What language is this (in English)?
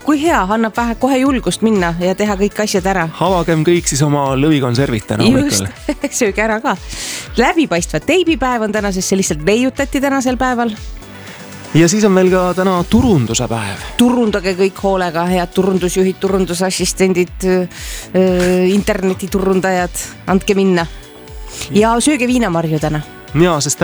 Estonian